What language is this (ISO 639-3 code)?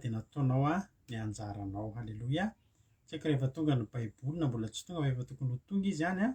mlg